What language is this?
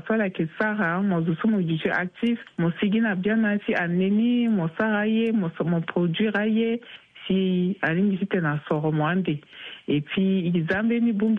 Sango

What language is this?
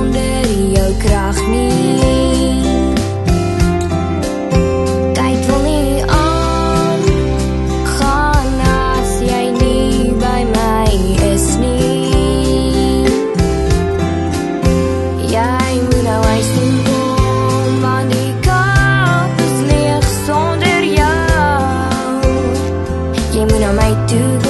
Afrikaans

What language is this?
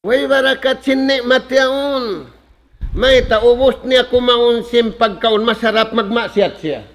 Tausug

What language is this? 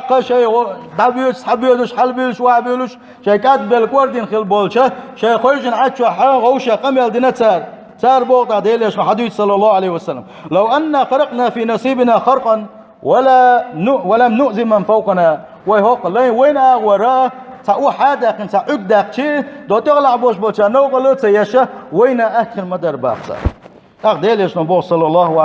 Chechen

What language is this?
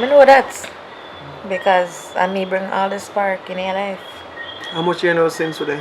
Jamaican Creole English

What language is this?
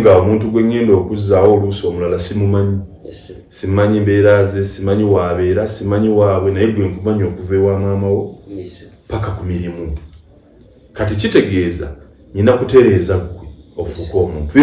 Ganda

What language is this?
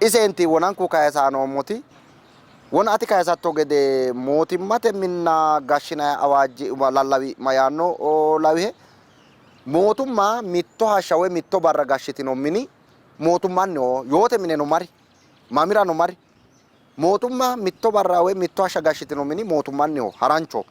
Sidamo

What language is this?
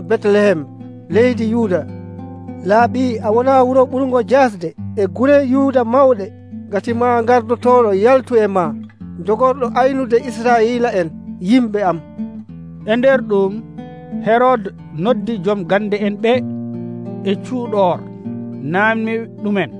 Nigerian Fulfulde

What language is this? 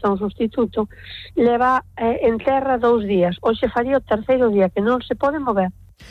Galician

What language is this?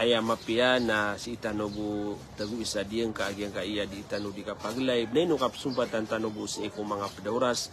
Maranao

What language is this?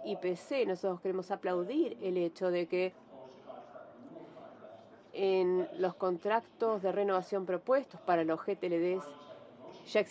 Spanish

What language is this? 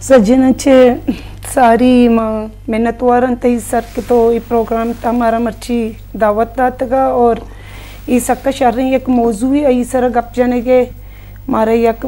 Eastern Balochi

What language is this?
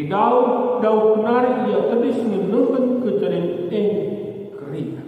Batak Karo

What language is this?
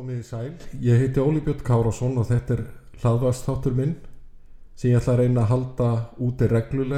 Icelandic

